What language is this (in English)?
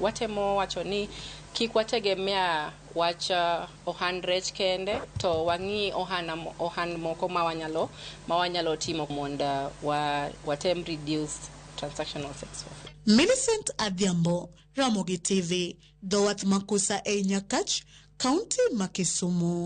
Luo (Kenya and Tanzania)